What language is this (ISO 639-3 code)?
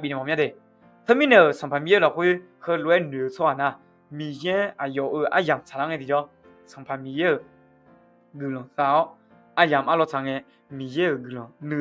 ahk